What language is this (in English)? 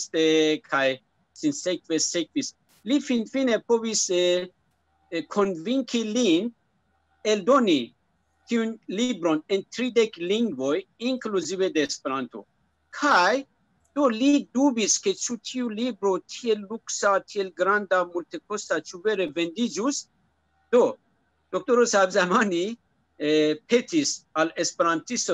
Esperanto